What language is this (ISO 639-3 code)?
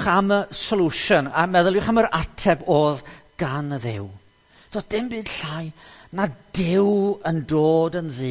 cym